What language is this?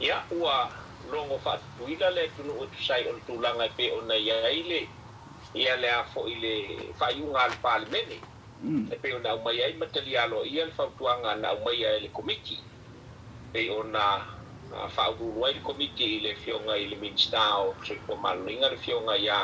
Samoan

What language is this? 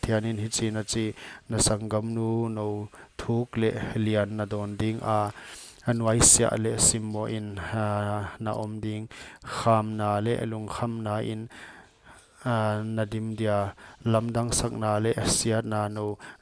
Paite Chin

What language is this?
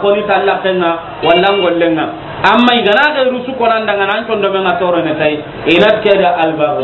Soninke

